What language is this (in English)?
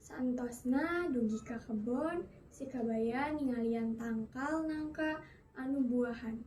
Sundanese